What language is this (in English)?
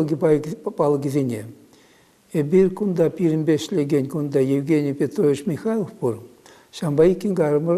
Chuvash